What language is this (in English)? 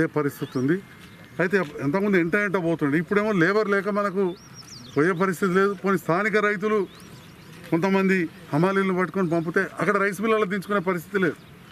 Telugu